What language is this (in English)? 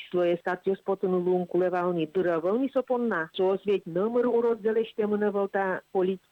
Udmurt